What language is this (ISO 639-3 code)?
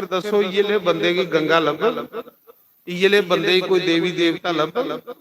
doi